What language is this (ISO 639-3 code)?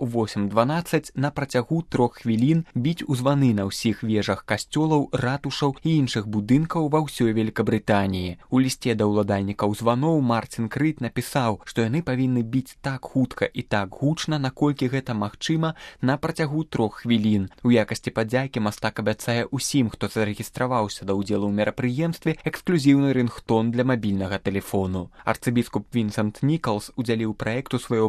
bel